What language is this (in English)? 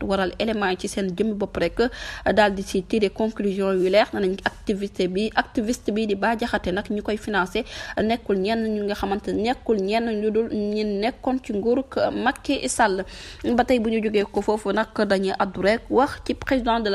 Wolof